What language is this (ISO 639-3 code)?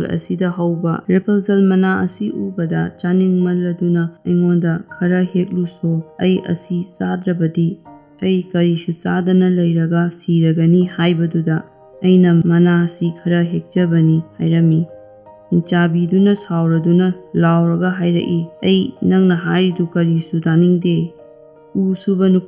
mni